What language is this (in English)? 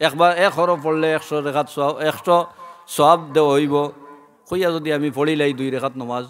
Sylheti